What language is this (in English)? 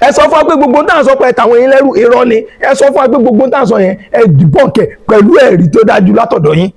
Yoruba